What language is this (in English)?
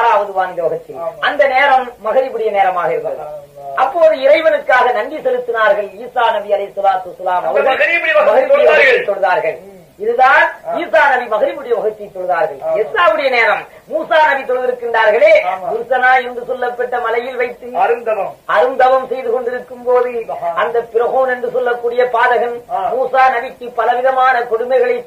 Tamil